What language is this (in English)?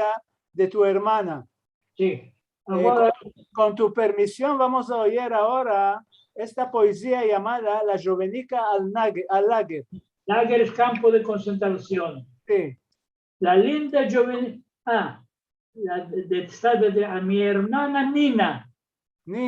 Ladino